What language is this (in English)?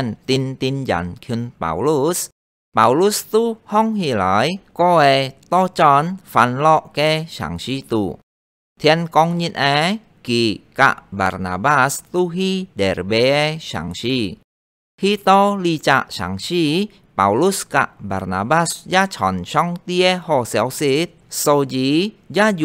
Hakka Chinese